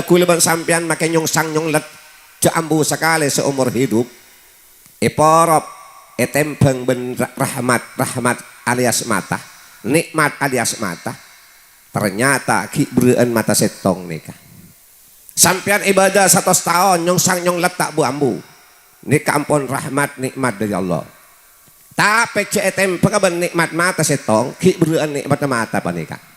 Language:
Madurese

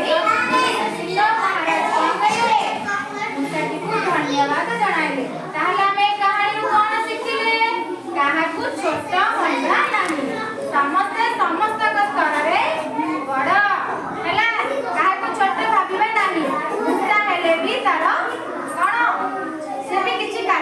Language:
Odia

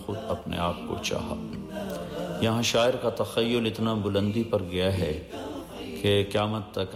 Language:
Urdu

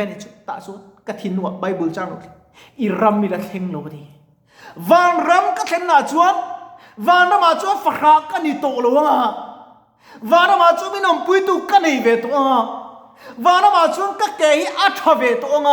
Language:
Mizo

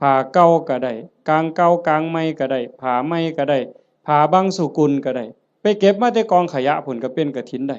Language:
Northeastern Thai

